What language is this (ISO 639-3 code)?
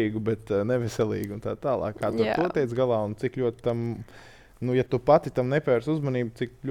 lav